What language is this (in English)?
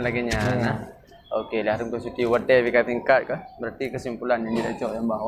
Achinese